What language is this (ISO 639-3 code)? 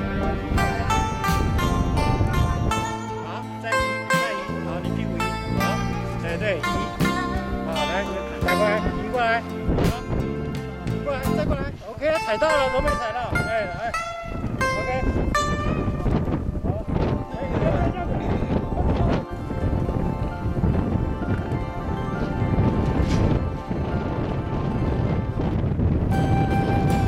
zho